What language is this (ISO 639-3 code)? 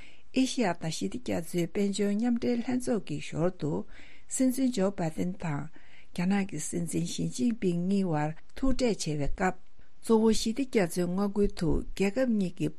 bod